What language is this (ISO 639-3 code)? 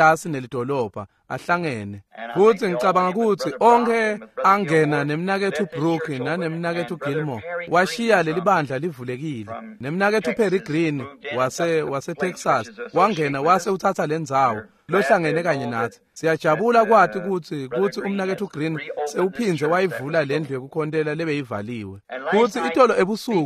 ssw